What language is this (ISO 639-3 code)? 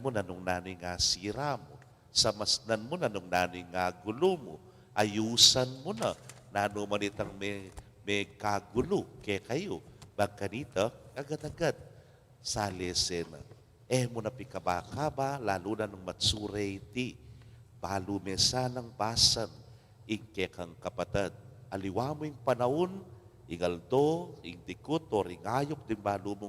pam